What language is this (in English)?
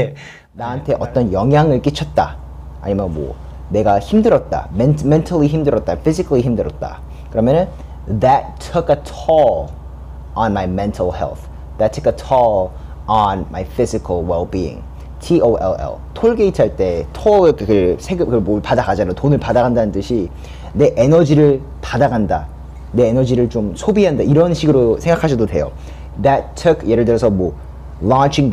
Korean